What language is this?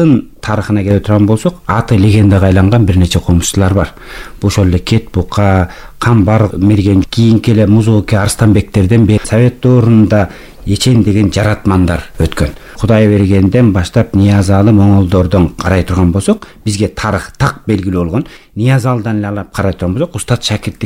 Kyrgyz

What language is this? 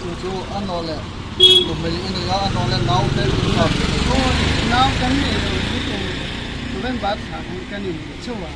Hmar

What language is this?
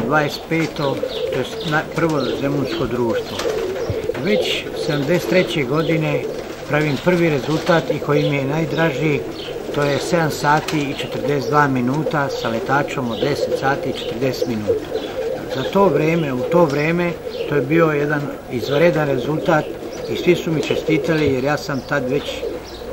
Serbian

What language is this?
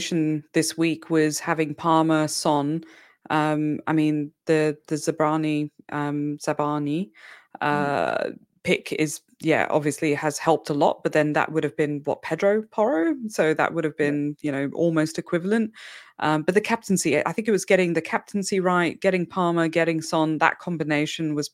English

